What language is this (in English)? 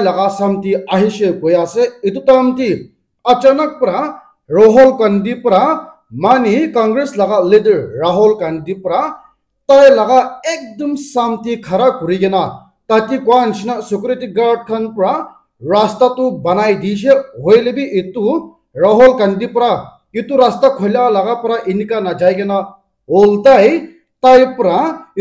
Naga Pidgin